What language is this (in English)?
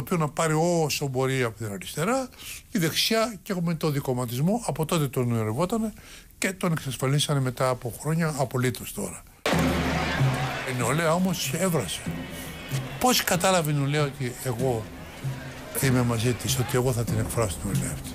Greek